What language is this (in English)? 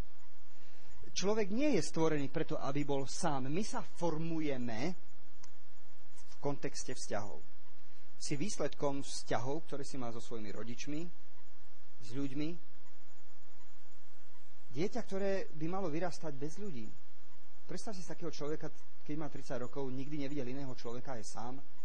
Slovak